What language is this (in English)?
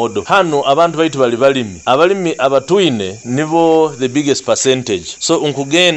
Nyoro